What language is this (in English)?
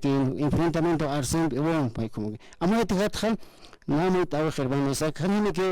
Aymara